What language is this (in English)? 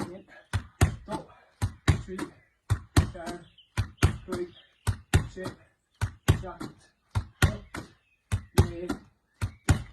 Irish